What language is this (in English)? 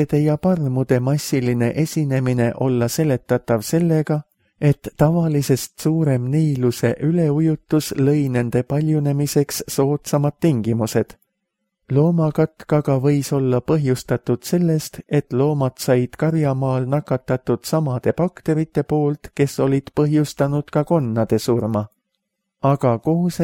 Estonian